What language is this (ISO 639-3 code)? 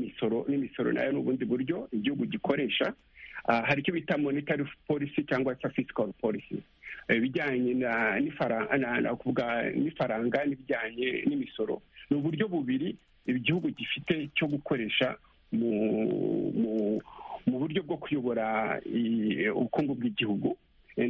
kin